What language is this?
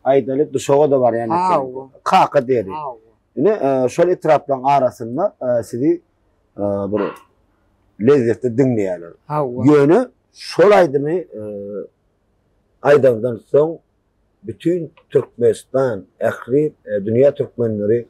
Turkmen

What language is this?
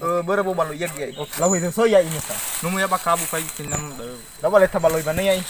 Nias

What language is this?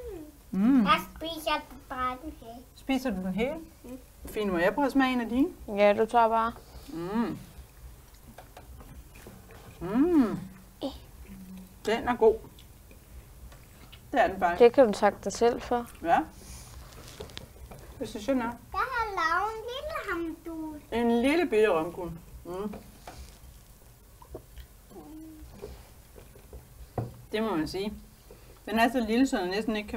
Danish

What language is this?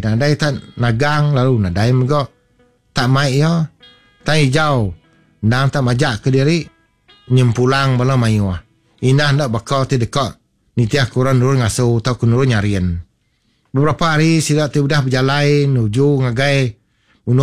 Iban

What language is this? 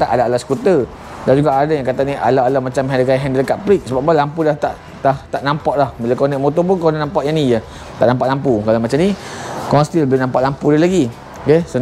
Malay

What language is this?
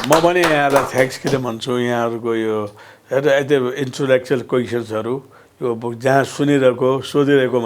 Nepali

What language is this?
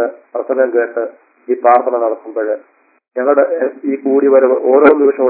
Malayalam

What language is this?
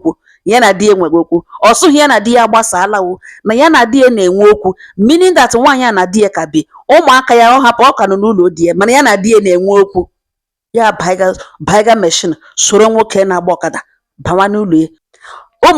Igbo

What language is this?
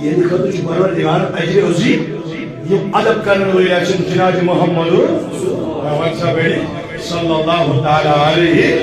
Kashmiri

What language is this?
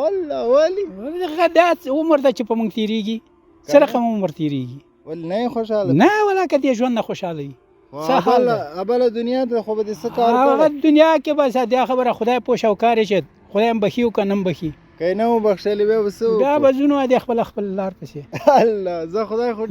Pashto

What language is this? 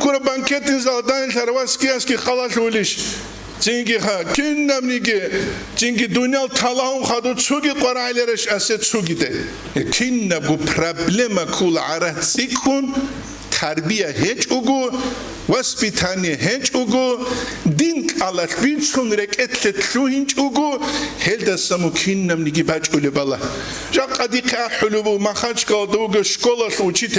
Avaric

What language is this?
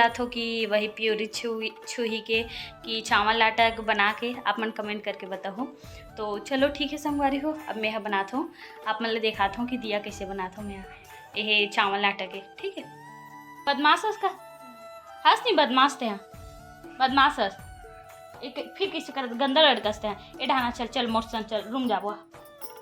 Chhattisgarhi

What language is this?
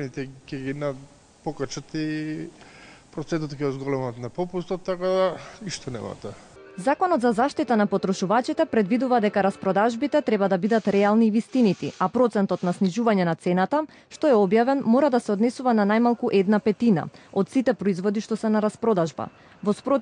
Macedonian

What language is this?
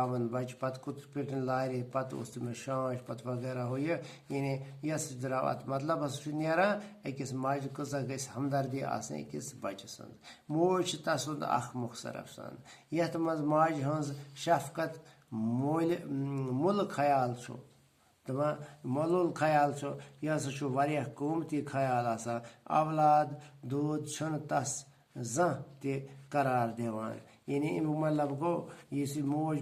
Kashmiri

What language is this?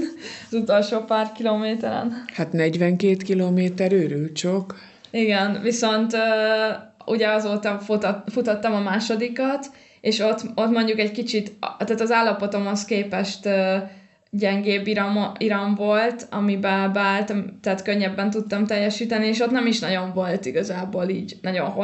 Hungarian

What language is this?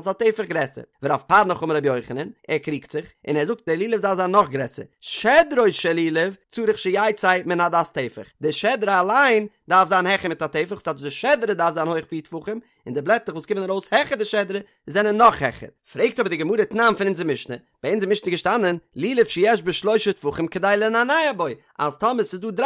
Yiddish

